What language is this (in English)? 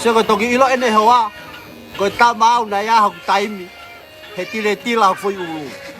Tongan